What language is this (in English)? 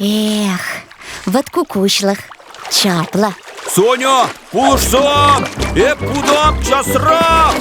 Chuvash